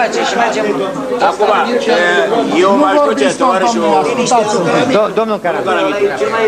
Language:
Romanian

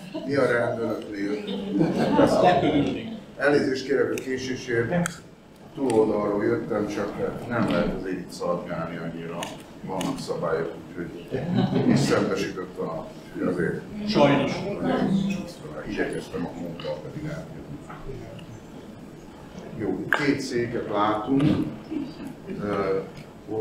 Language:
Hungarian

